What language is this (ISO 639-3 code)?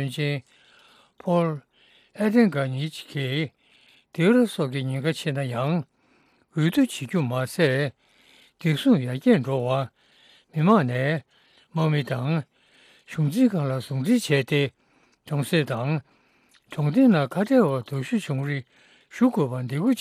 bod